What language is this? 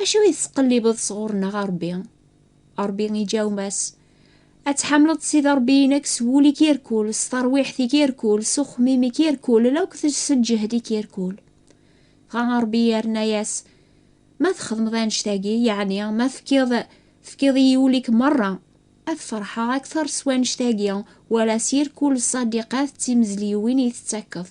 Kabyle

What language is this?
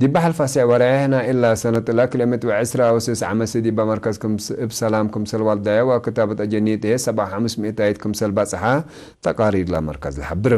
Tigre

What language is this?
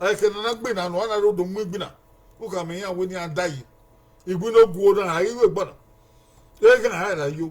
Bini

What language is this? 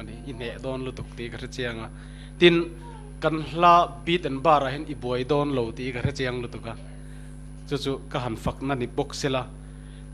Mizo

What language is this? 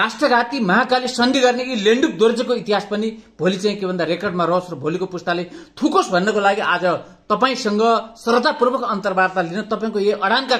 Nepali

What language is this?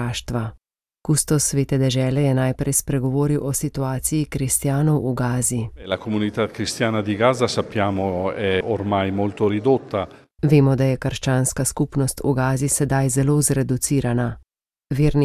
Slovenian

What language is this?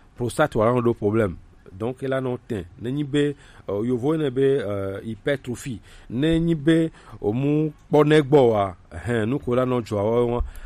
Gen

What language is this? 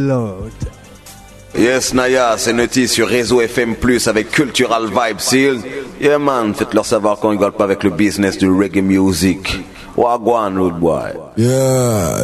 French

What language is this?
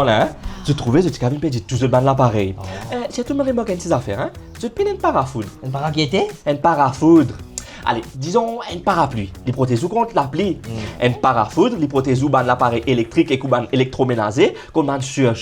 Morisyen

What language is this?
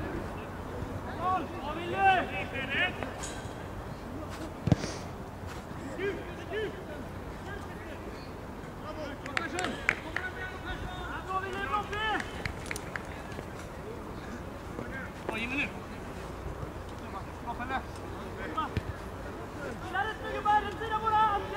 Swedish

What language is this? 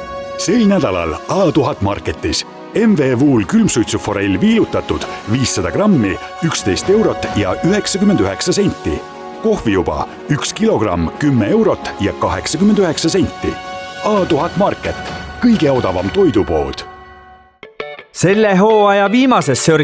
Estonian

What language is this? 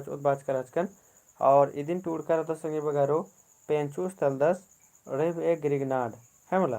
Kurukh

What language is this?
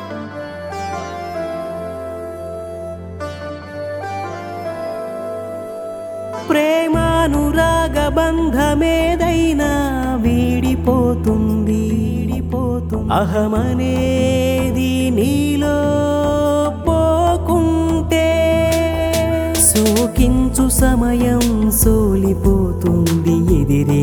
Telugu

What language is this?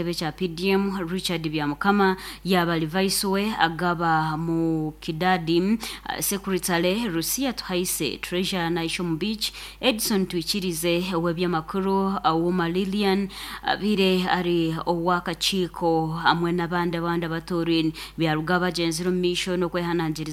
Nyankole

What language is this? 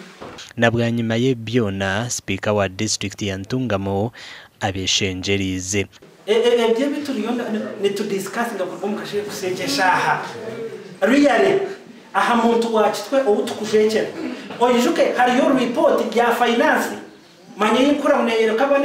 Nyankole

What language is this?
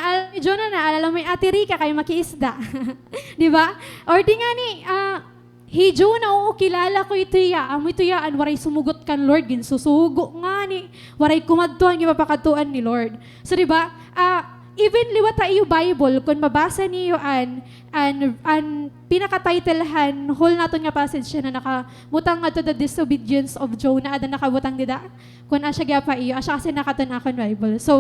Waray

